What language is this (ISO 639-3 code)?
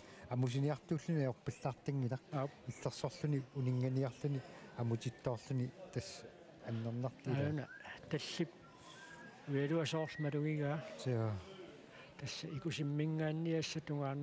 kal